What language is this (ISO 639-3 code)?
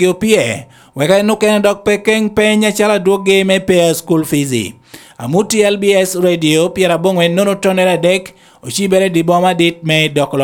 laj